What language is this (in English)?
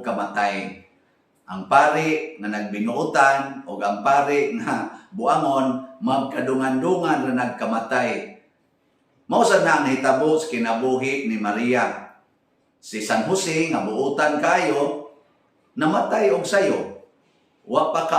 Cebuano